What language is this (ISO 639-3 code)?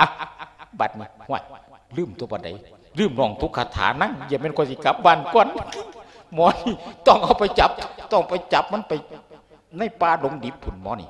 lao